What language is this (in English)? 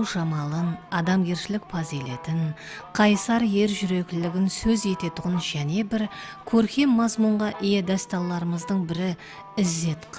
Kara-Kalpak